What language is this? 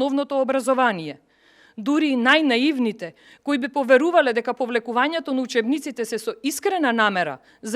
Macedonian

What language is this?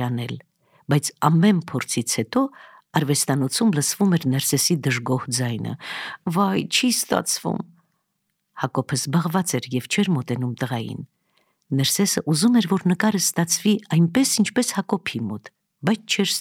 Armenian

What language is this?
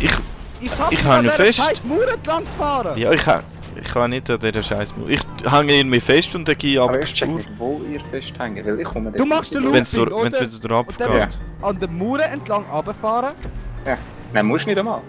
Swiss German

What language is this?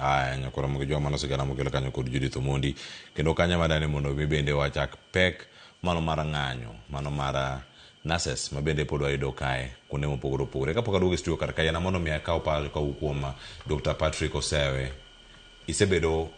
Luo (Kenya and Tanzania)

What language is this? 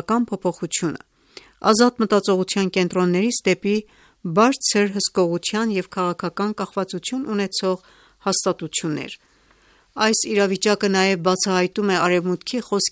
Armenian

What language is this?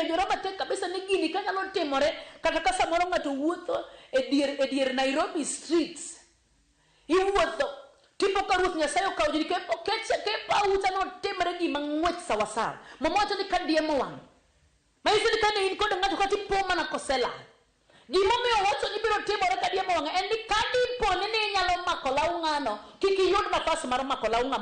Luo (Kenya and Tanzania)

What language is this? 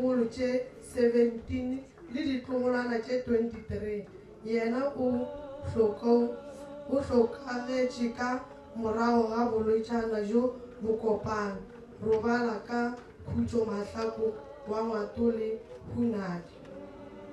Northern Sotho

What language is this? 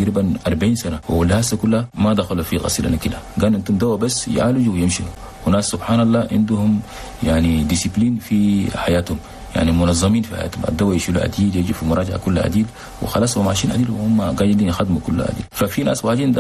Chadian Arabic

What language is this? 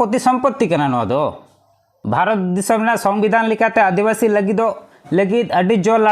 Santali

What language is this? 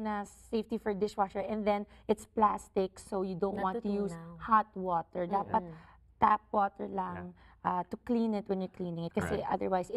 Filipino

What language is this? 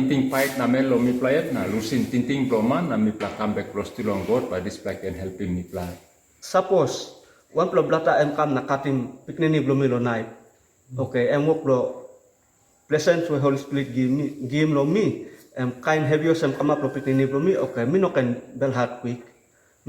Tok Pisin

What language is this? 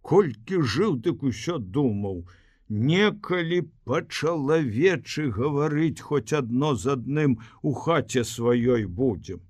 Belarusian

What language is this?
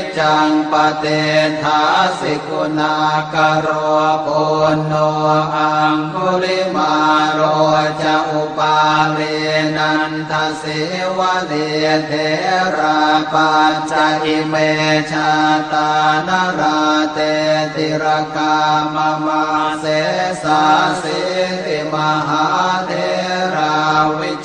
Pali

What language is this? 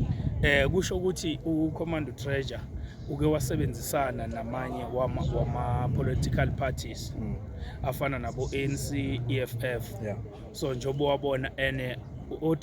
Zulu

